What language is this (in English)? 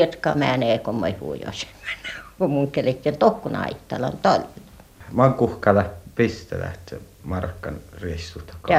Finnish